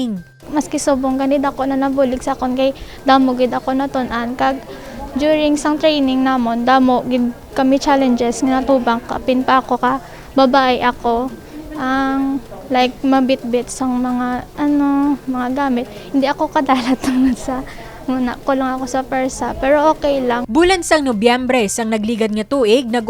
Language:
Hiligaynon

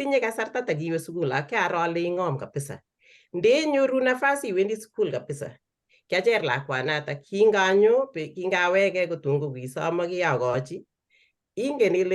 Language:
Kalenjin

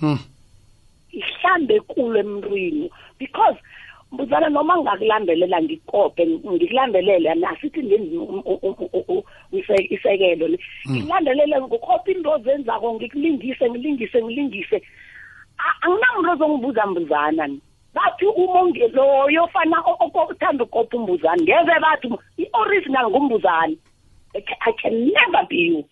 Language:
South Ndebele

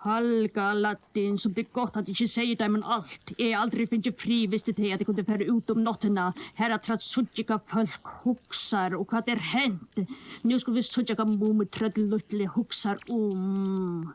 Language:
Faroese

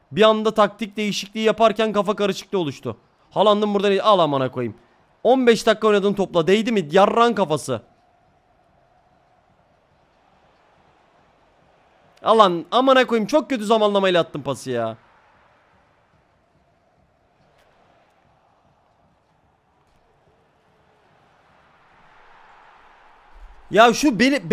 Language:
Turkish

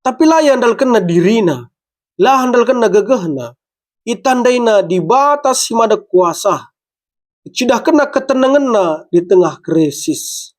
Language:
Batak Karo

